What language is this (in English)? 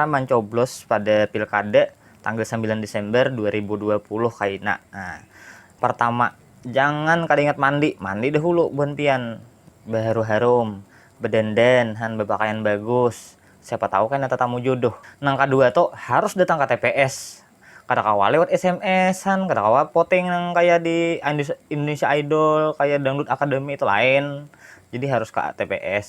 Banjar